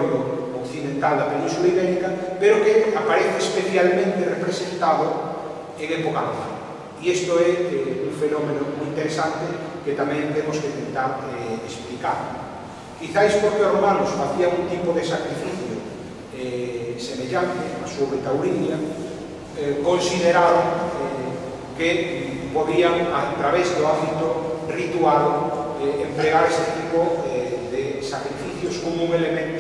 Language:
Galician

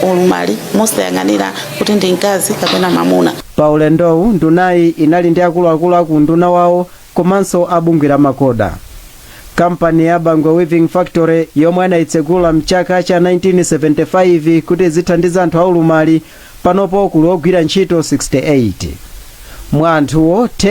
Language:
Nyanja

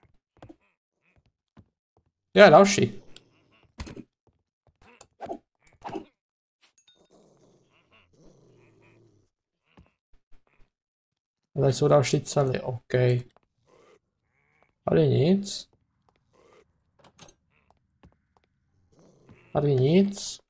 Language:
Czech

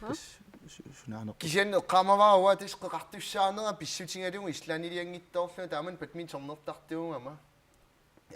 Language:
Kalaallisut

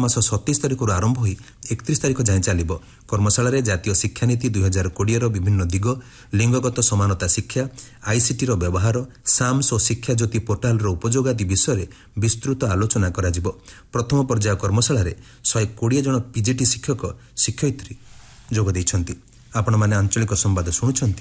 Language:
Odia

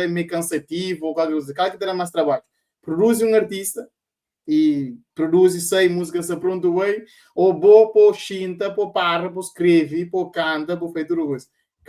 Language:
Kabuverdianu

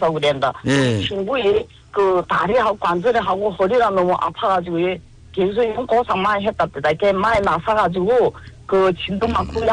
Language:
Korean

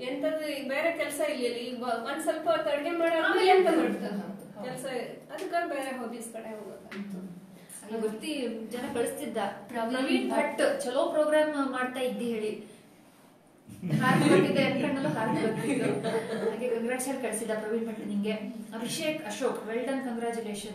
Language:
Kannada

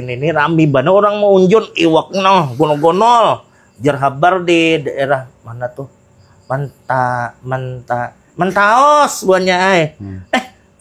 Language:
Banjar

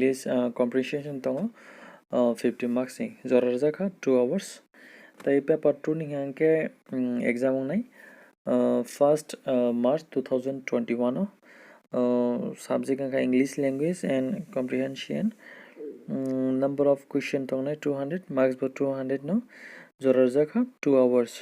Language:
Kok Borok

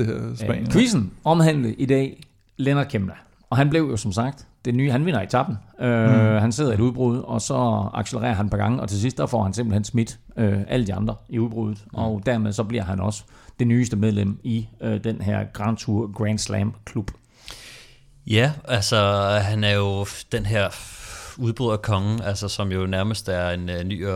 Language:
Danish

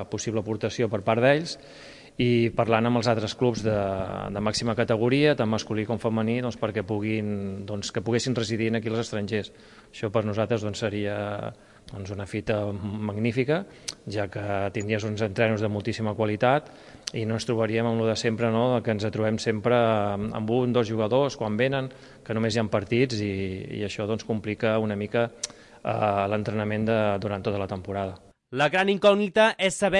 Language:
Catalan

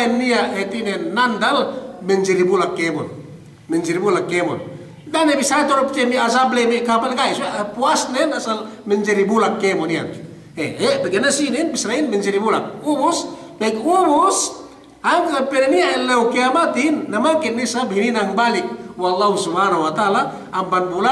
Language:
Yakan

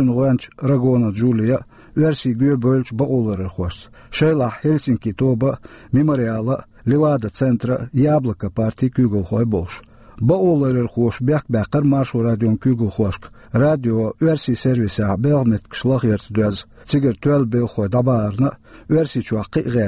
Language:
Chechen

